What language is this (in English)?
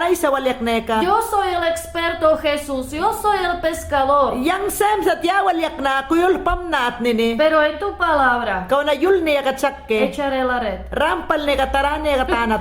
Mayangna